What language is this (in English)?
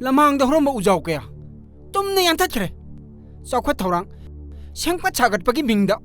Manipuri